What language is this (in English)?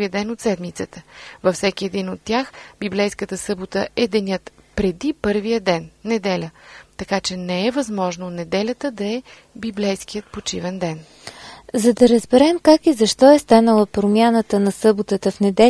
Bulgarian